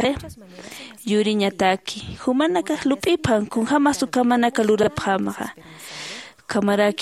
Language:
Aymara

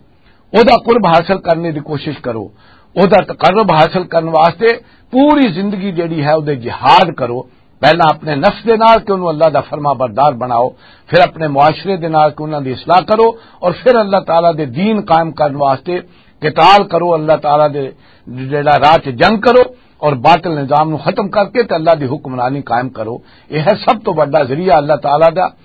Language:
Western Panjabi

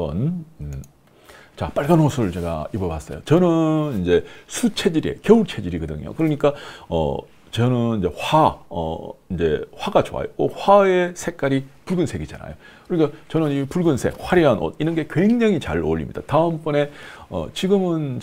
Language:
Korean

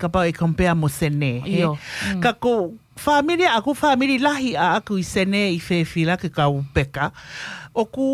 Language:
Tongan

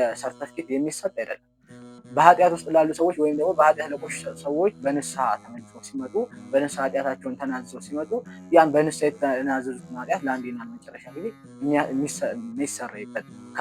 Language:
Amharic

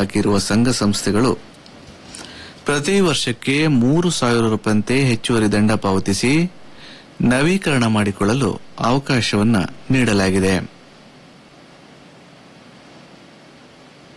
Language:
Kannada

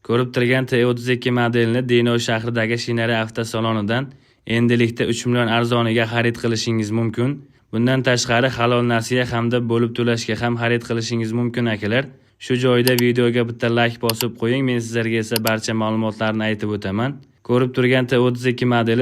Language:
Uzbek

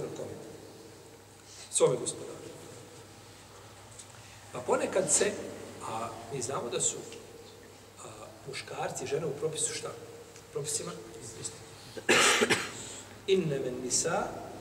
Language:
Bosnian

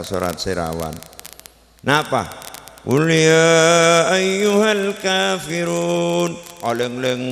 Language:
Madurese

